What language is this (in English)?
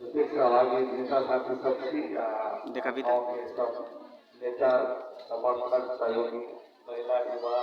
Maithili